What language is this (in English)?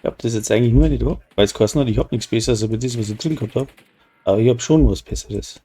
Bavarian